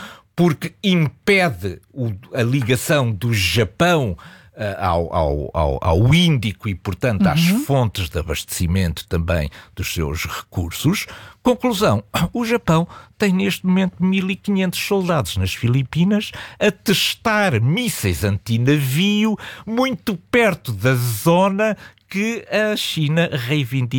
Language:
Portuguese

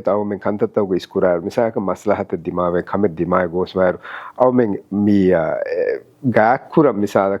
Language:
Divehi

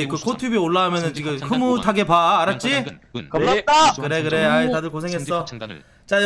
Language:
Korean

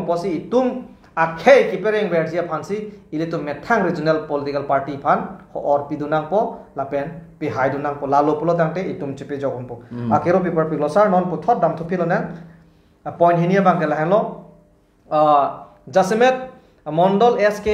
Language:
Karbi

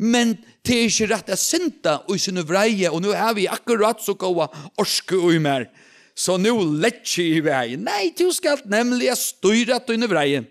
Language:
Faroese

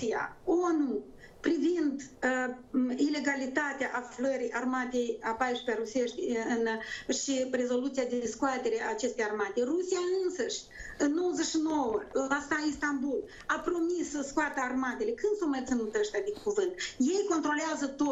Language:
Romanian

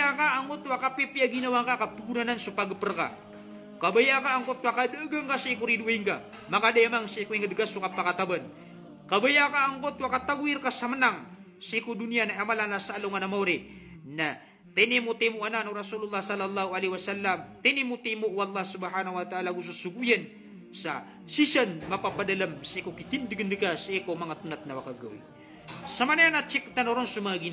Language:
Maranao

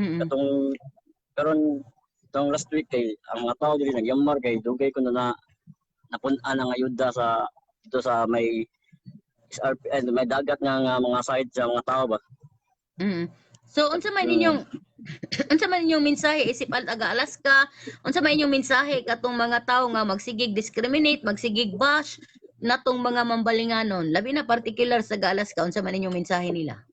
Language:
Cebuano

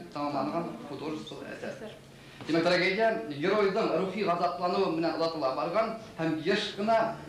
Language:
Bashkir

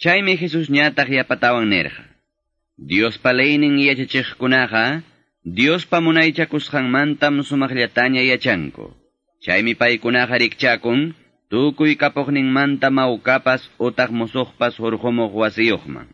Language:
Quechua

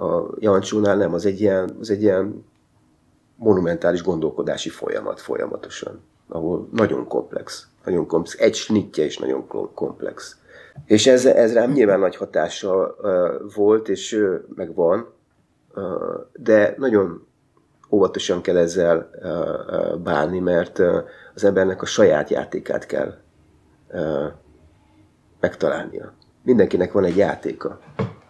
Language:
Hungarian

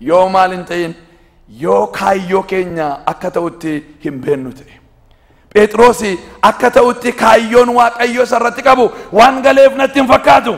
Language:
Oromo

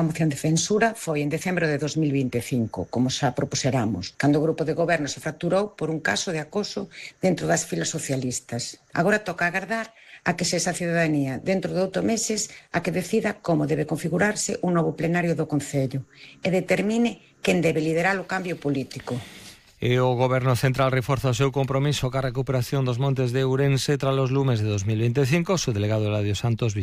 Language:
Galician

